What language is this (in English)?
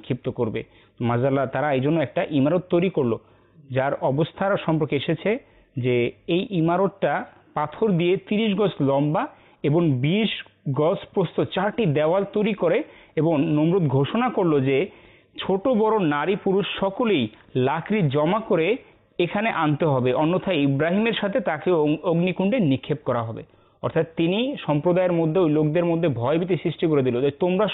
Bangla